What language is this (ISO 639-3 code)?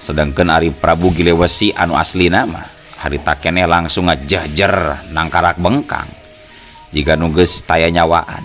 sun